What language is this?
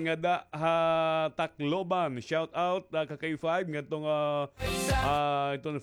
Waray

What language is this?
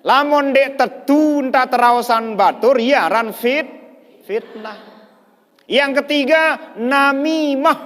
Sasak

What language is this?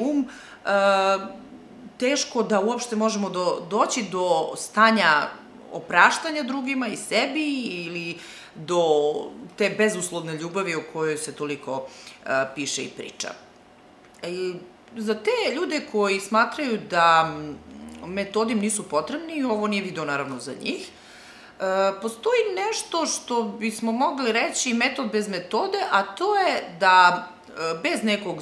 Serbian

